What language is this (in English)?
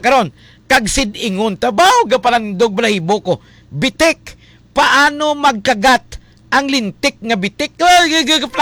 Hiligaynon